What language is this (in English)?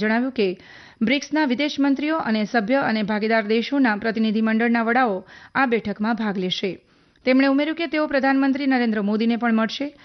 Gujarati